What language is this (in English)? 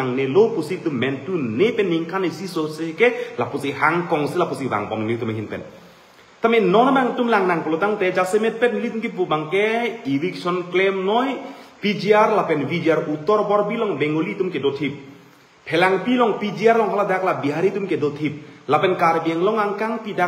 Karbi